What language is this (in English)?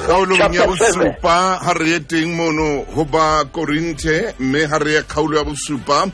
Southern Sotho